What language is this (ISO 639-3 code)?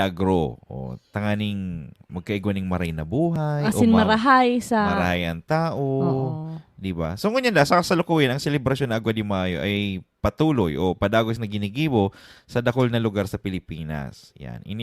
bik